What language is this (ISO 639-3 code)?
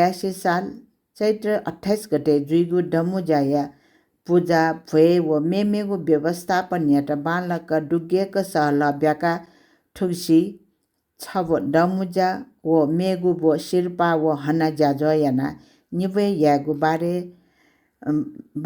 new